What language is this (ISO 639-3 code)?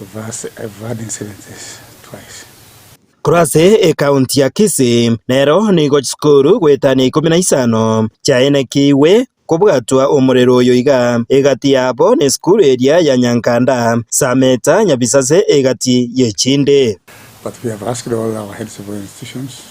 guz